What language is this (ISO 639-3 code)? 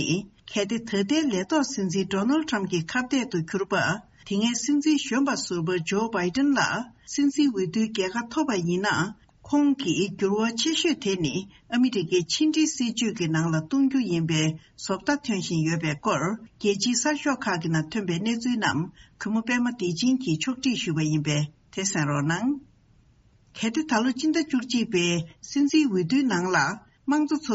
bod